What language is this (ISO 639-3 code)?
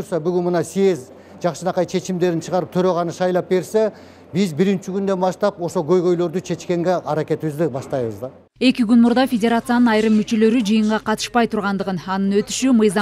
kir